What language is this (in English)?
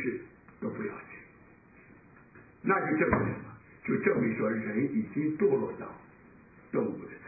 Chinese